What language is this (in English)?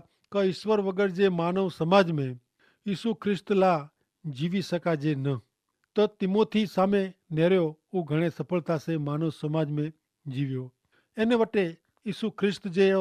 Kachhi